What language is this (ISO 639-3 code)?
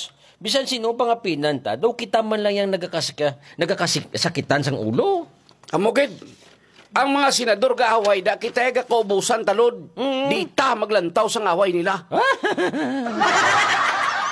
hil